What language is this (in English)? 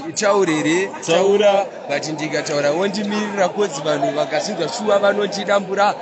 Shona